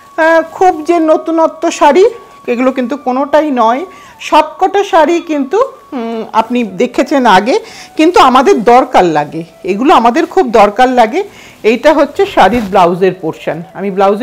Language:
Bangla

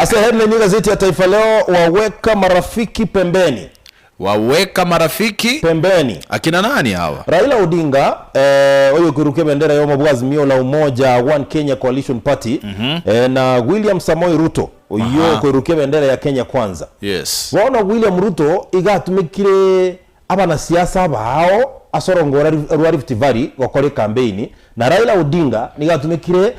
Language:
Gusii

